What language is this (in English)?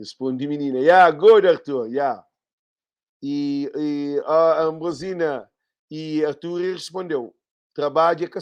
Kabuverdianu